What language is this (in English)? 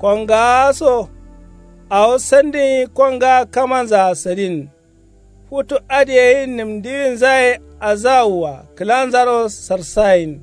Kanuri